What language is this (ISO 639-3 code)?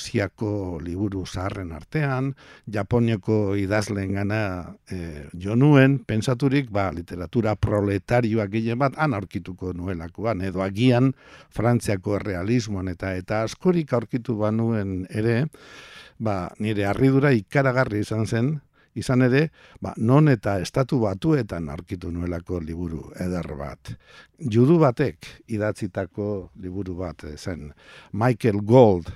eus